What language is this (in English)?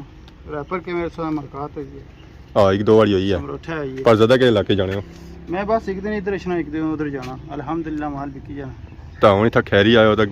Pahari-Potwari